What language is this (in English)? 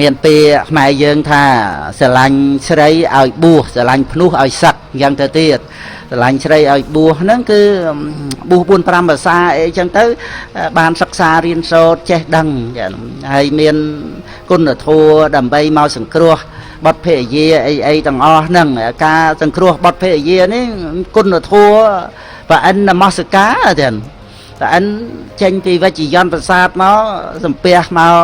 Khmer